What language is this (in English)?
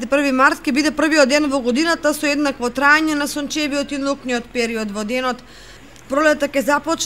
Macedonian